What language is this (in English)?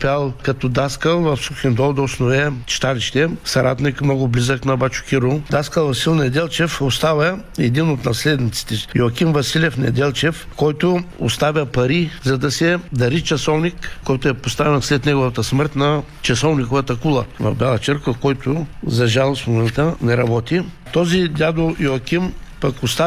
Bulgarian